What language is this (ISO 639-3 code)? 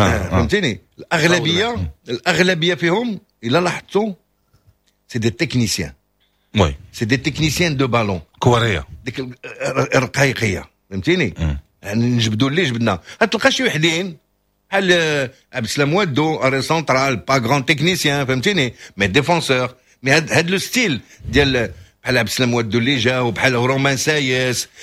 ary